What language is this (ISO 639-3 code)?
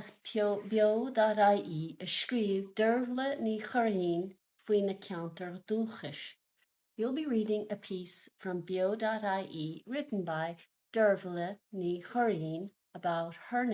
gle